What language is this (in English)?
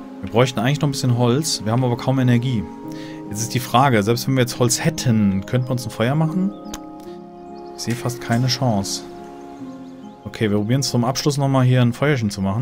German